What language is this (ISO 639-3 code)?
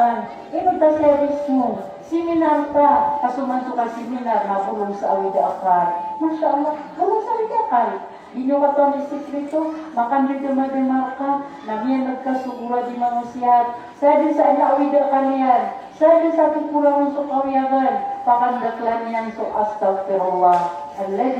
mrw